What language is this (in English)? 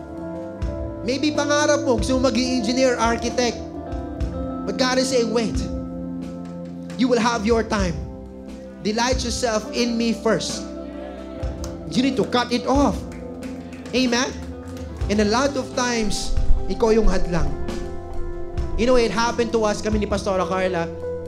Filipino